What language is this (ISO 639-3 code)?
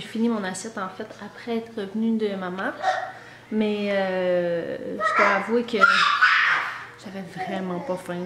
fra